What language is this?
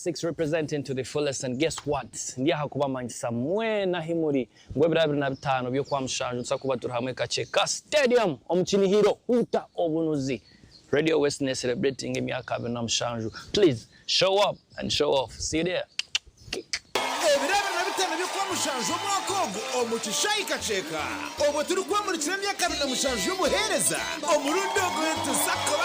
Nyankole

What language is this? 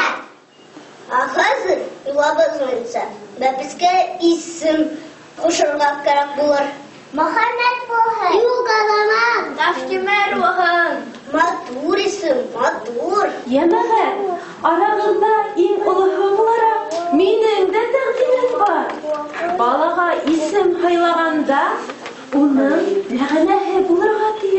Bashkir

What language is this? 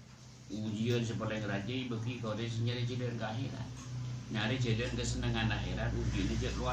Madurese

